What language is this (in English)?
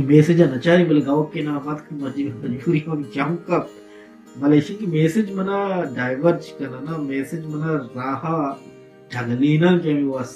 Baluchi